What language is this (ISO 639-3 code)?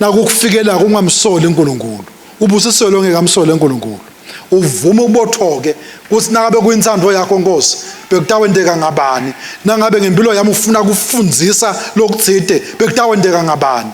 ssw